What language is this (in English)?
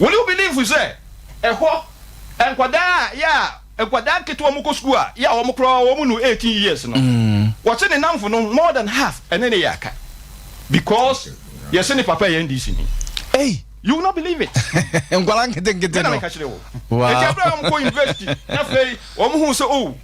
Akan